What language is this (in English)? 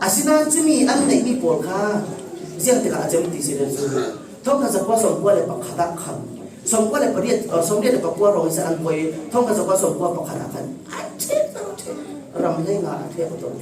Falam Chin